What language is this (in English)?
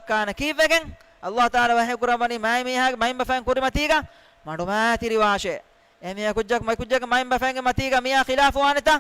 Divehi